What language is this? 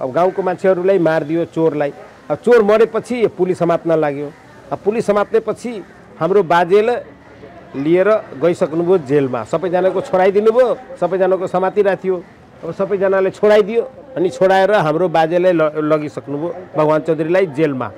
Nepali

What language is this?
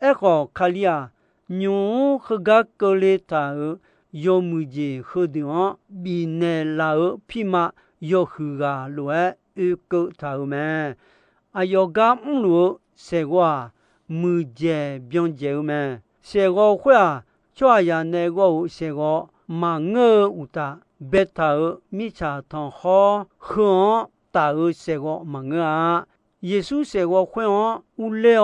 Akha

